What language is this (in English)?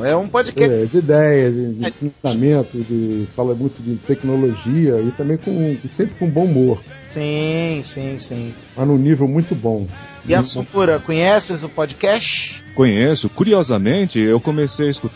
Portuguese